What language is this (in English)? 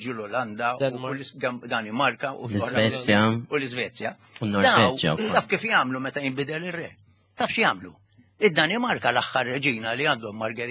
Maltese